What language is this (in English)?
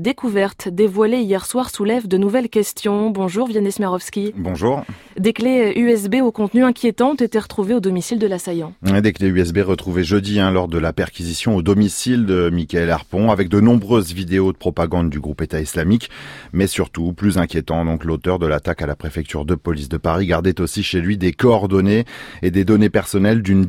French